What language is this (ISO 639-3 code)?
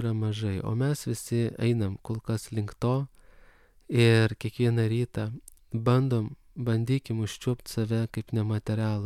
lit